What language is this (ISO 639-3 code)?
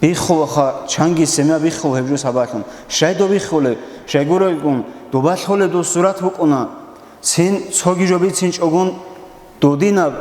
ava